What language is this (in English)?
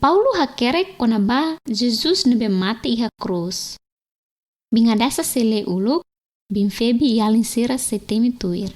Tetum